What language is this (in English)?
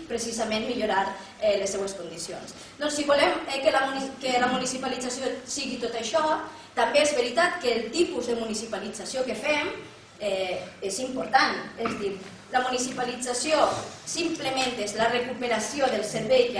Catalan